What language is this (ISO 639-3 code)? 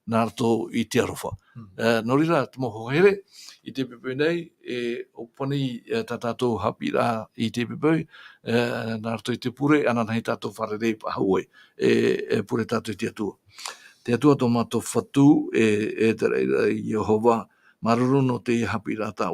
tah